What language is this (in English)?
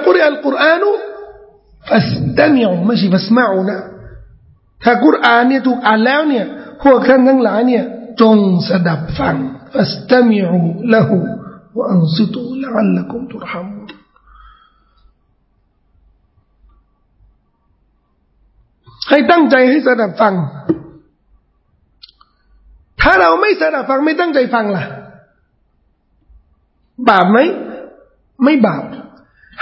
Thai